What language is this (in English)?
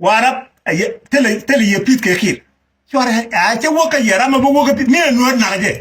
Nuer